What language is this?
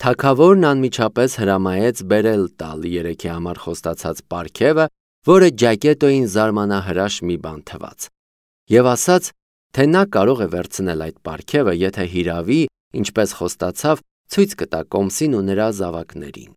Armenian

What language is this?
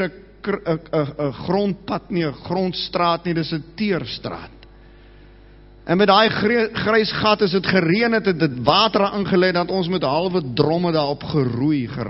Afrikaans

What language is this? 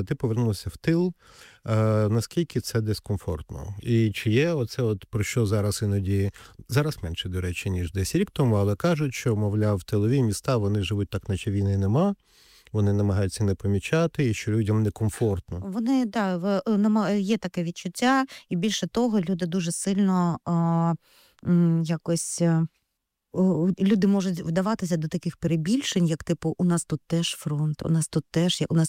Ukrainian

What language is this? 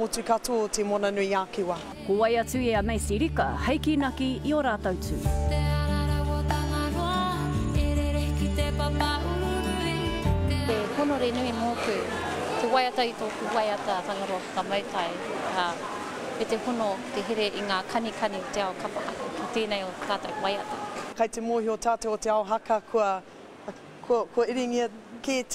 Māori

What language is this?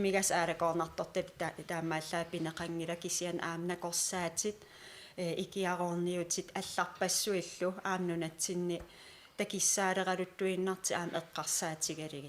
Kalaallisut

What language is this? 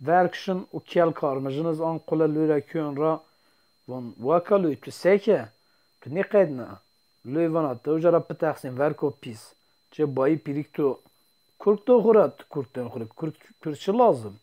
Zaza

